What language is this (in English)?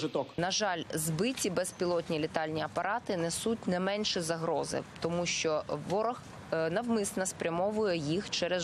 Ukrainian